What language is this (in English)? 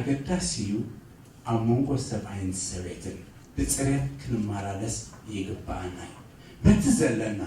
Tigrinya